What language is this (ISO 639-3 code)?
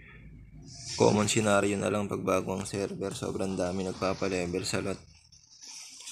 fil